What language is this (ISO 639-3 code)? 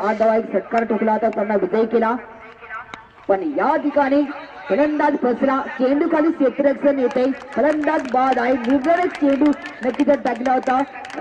mar